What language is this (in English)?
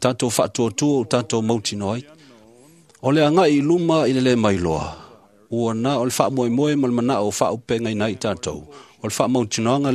Samoan